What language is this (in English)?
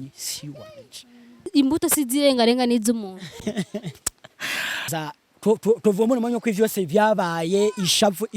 Rundi